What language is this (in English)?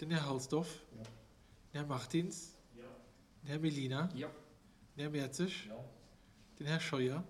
Luxembourgish